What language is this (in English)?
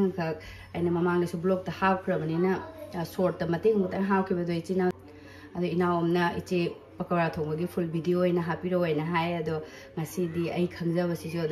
Manipuri